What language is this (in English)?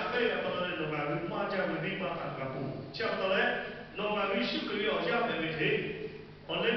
Lahu